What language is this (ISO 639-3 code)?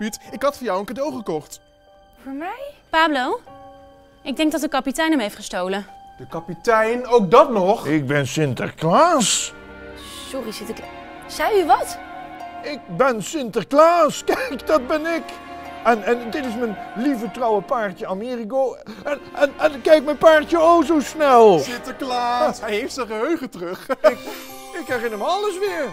nld